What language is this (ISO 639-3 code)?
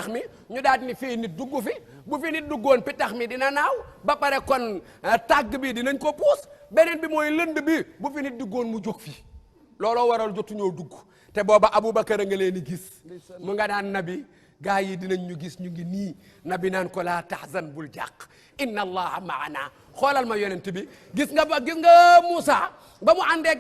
wol